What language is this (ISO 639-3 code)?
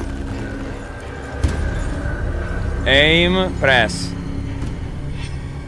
ces